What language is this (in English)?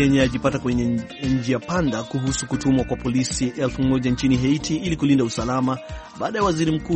Swahili